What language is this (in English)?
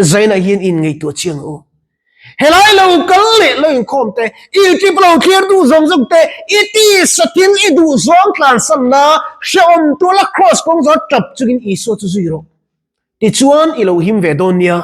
Mizo